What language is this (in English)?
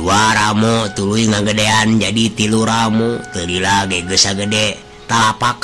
Sundanese